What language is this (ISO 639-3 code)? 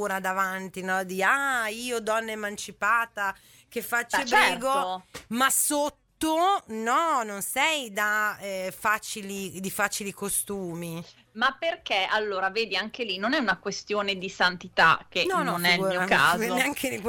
ita